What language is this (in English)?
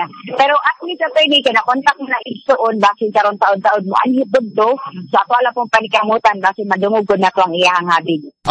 Cebuano